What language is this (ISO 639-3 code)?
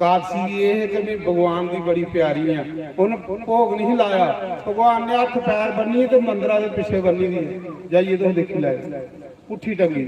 doi